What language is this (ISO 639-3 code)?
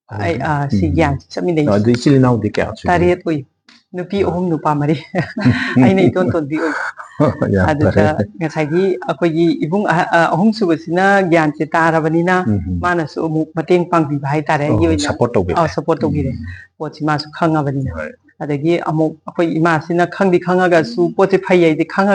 mni